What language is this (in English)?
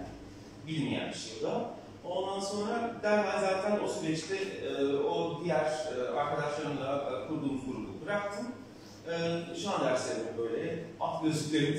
Turkish